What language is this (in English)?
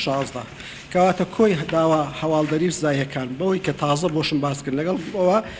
Central Kurdish